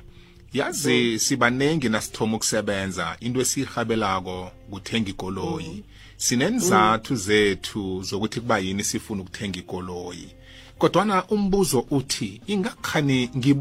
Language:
South Ndebele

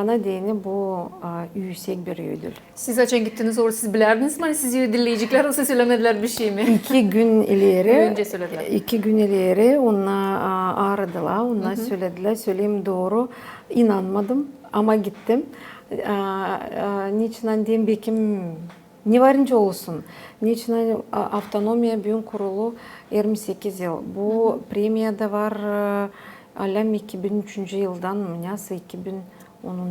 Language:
Gagauz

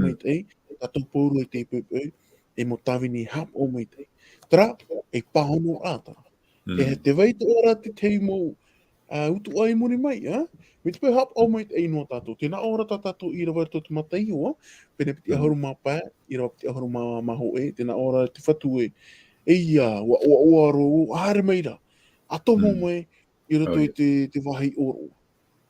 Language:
Tahitian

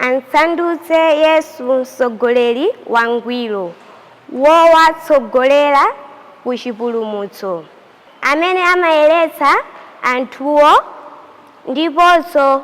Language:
Nyanja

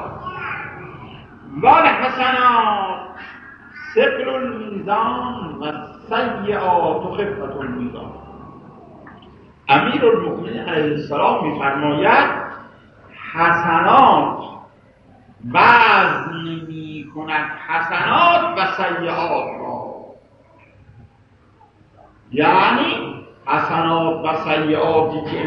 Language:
Persian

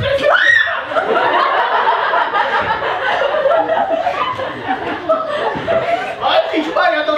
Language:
Czech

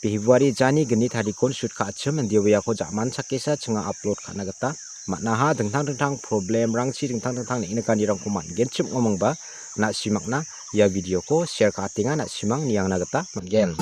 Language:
Garo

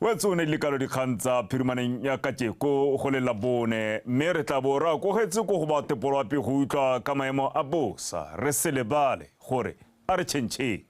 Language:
Tswana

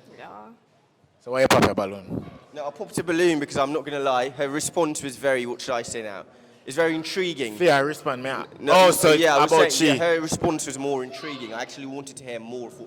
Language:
Jamaican Creole English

